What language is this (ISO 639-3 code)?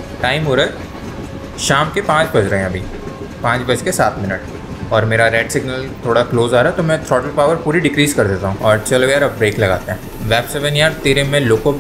hin